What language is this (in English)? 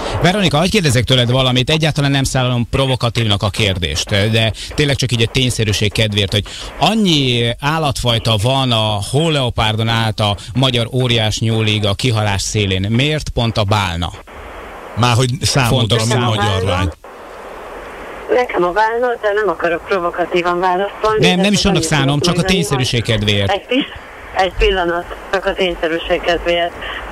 Hungarian